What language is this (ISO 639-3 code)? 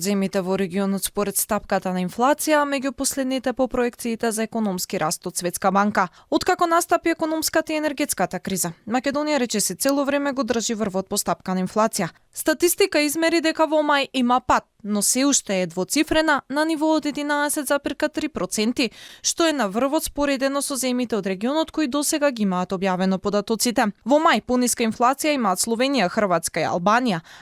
mkd